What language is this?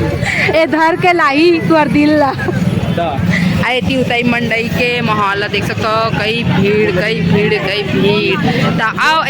Chhattisgarhi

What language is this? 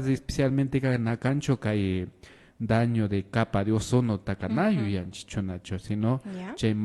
Imbabura Highland Quichua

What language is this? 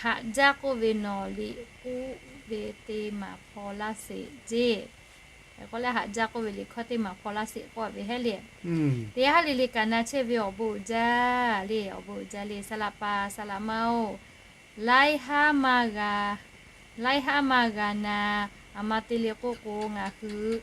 Lahu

